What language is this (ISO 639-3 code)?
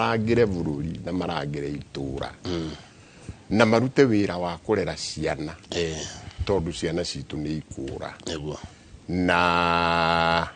kik